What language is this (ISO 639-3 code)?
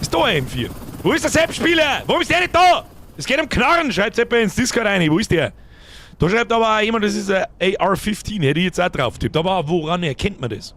bar